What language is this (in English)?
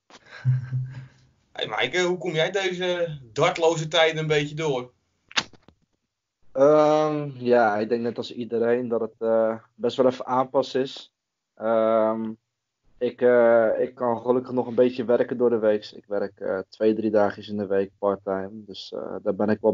Dutch